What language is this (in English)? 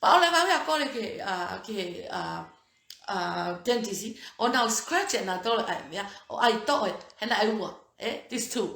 Tongan